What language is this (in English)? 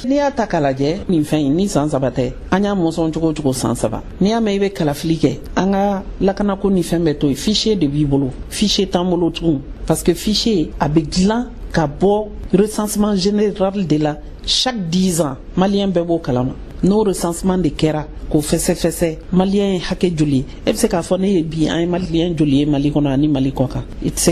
Bambara